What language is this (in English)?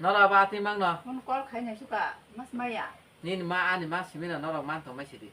Kok Borok